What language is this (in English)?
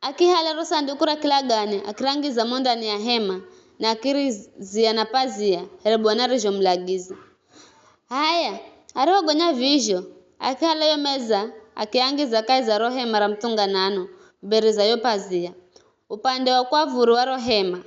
Giryama